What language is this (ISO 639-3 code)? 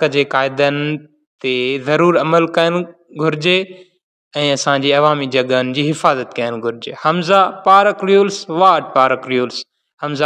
snd